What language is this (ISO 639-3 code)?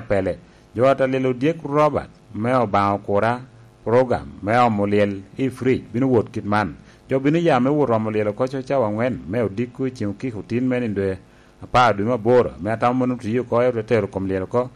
laj